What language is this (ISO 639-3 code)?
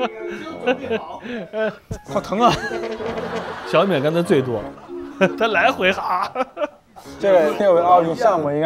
zho